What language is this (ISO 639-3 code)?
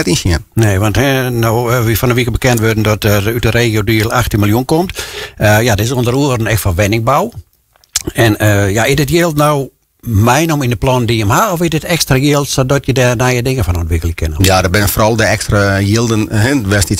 fry